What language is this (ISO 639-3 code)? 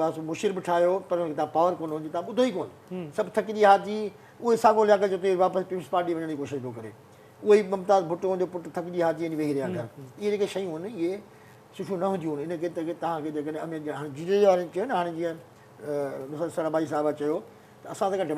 snd